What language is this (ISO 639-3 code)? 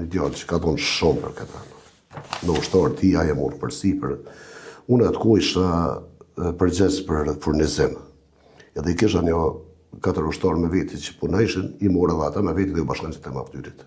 sqi